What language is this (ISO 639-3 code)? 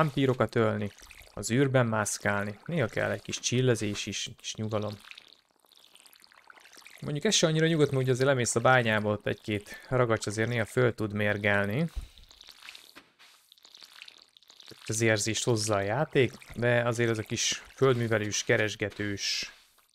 hun